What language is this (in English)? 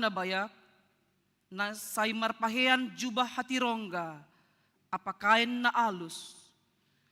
Batak Simalungun